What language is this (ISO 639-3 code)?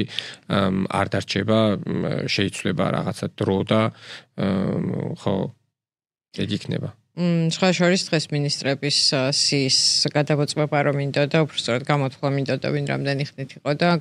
kat